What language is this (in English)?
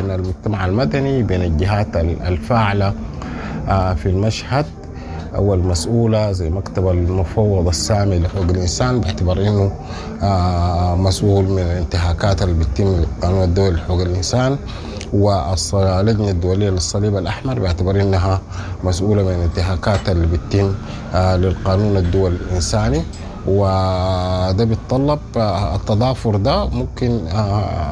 Sudanese Arabic